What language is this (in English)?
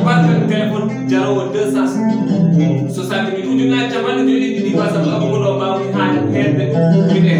Fula